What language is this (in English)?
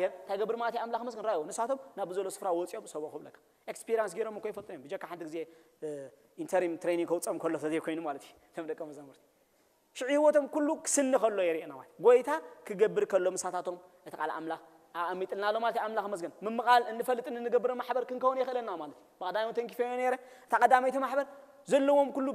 Tigrinya